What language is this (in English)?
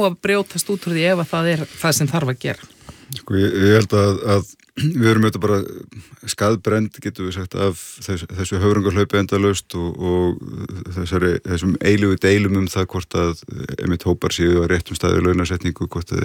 Icelandic